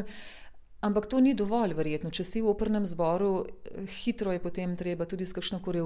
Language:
Slovenian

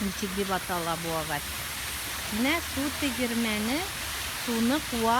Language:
Tatar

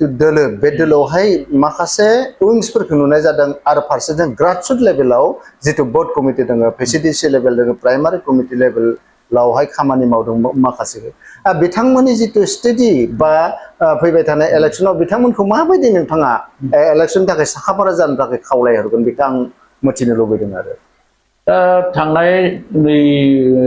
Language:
Bodo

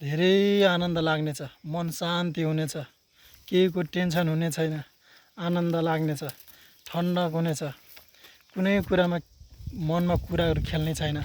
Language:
Nepali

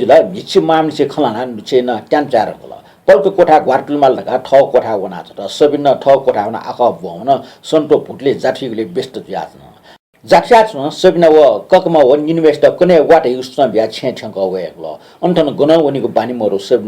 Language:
Newari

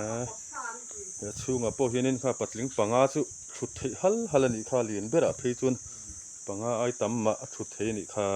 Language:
Mizo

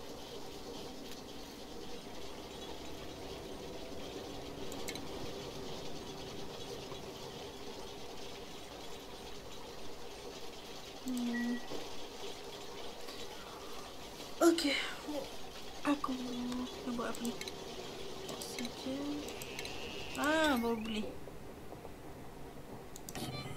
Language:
Malay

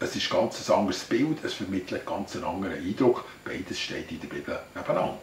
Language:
Swiss German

